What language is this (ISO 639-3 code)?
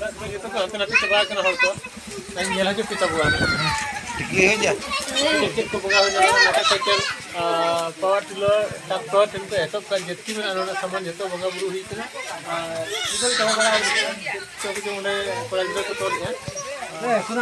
sat